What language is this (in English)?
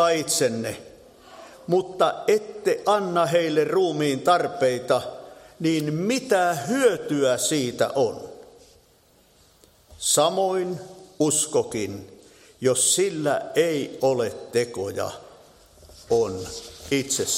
Finnish